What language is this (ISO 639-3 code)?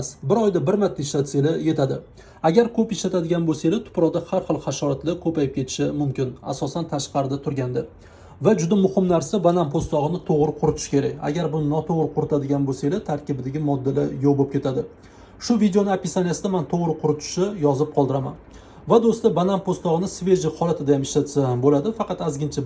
uzb